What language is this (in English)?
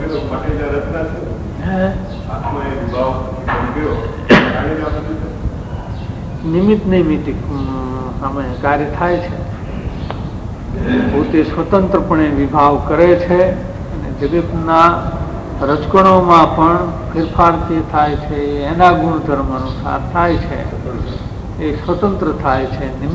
Gujarati